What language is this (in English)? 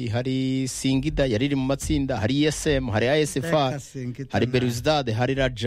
Kinyarwanda